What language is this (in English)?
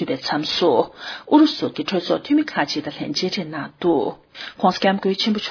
Tibetan